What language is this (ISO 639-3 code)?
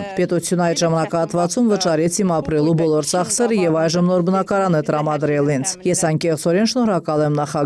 hye